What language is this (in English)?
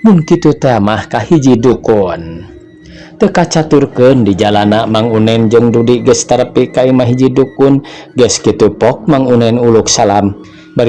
Sundanese